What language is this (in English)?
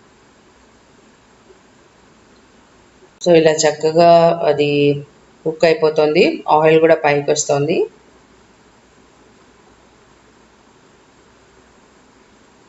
Telugu